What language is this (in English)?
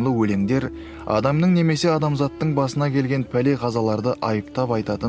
Kazakh